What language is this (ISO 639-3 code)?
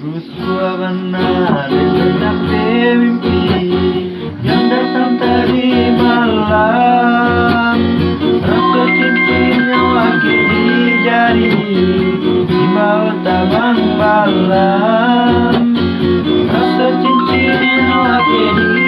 min